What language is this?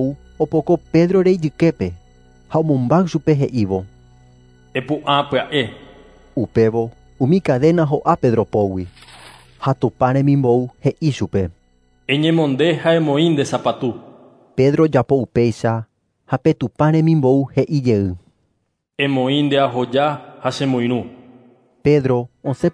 Guarani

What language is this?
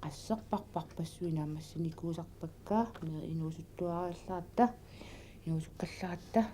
Kalaallisut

